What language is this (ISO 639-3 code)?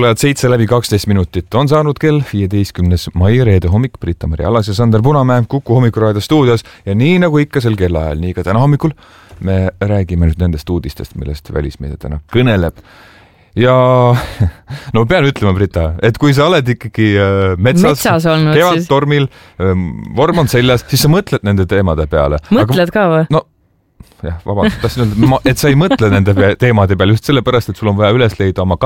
est